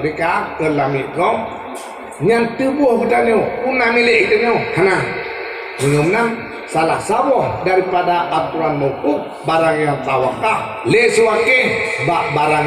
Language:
Achinese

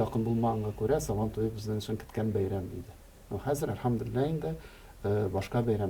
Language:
Tatar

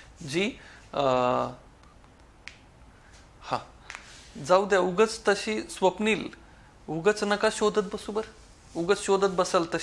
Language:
Marathi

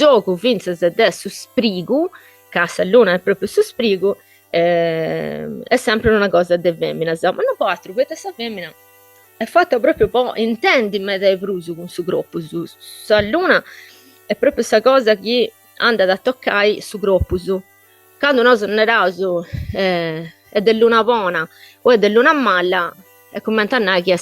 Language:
Sardinian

